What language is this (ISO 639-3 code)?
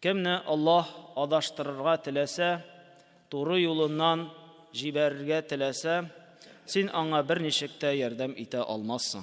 tat